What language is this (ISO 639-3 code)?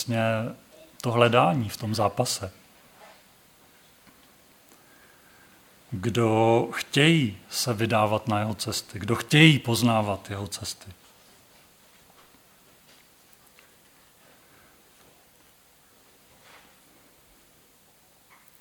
ces